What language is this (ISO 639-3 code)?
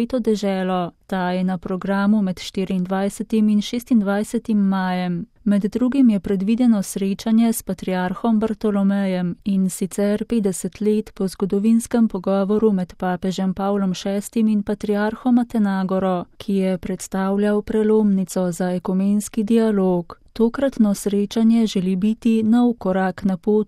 slv